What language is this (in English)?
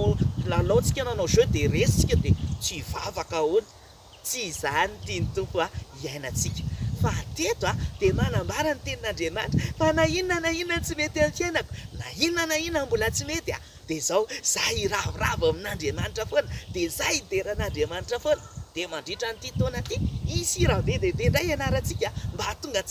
Malagasy